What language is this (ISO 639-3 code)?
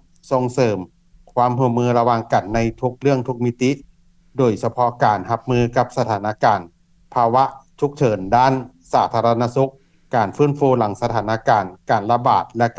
lao